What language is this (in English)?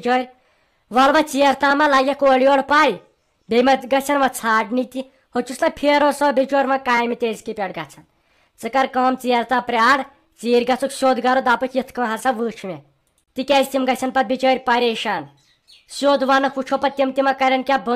Kashmiri